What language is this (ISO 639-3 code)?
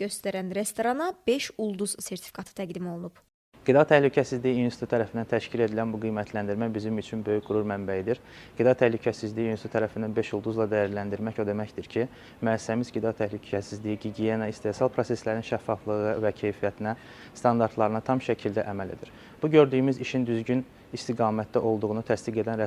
aze